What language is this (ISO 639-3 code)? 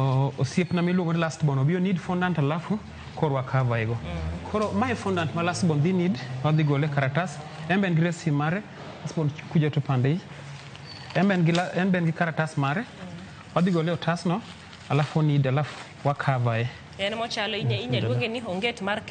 luo